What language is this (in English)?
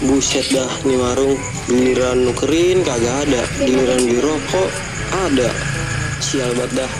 Betawi